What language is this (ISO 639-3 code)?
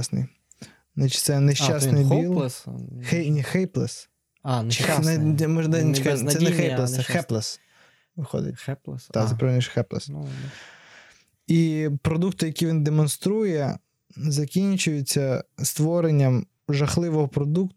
ukr